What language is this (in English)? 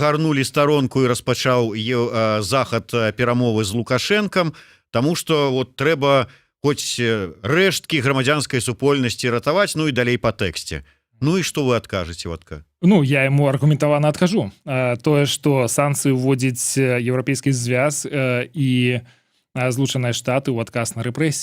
Belarusian